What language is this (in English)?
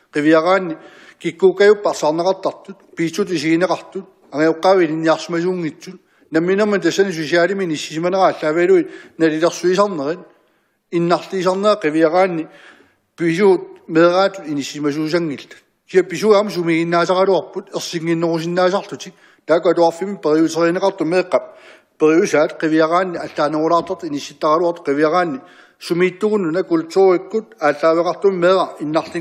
Kalaallisut